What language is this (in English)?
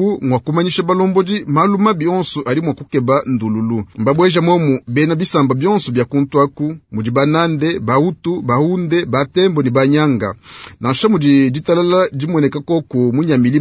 Luba-Lulua